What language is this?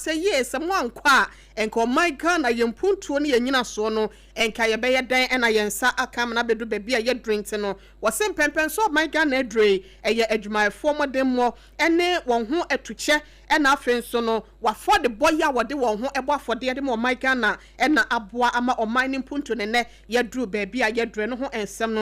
Akan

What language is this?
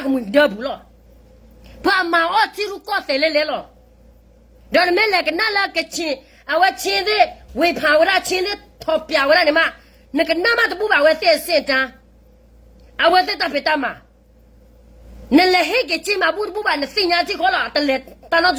S'gaw Karen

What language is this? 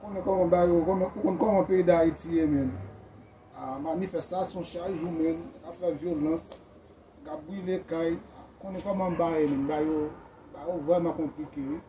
Haitian Creole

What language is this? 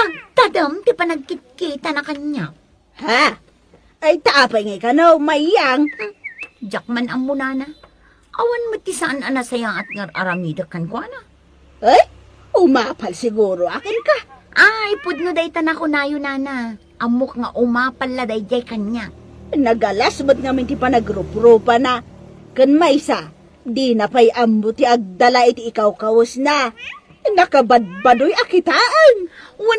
Iloko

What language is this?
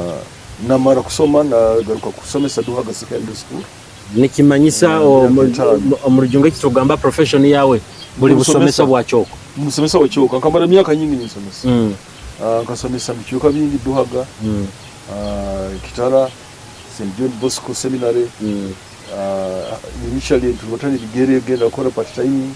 Nyoro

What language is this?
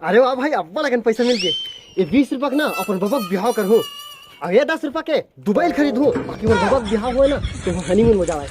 Chhattisgarhi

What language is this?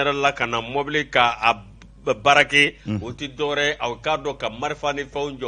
Bambara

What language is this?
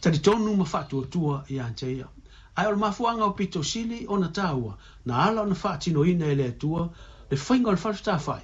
Samoan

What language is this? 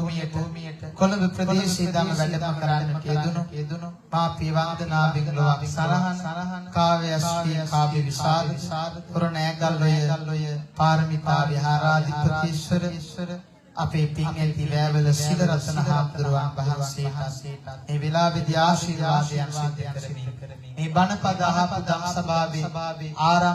Sinhala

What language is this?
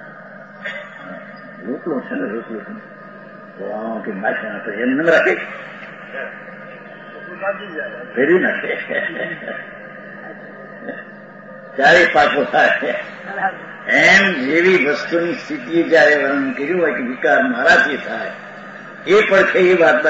Gujarati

